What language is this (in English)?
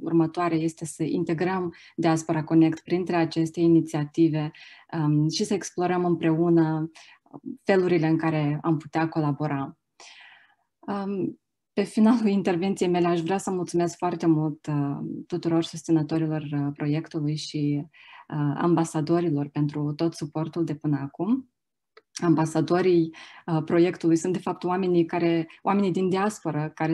Romanian